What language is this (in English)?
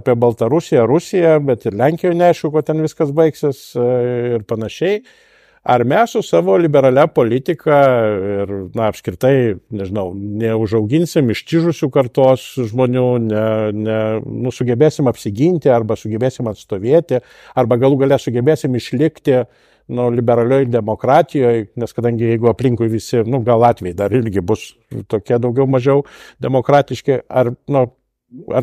Lithuanian